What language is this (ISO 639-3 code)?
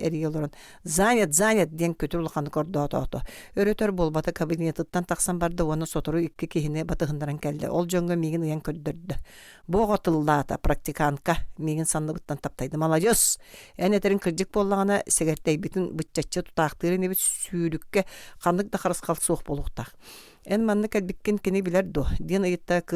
sah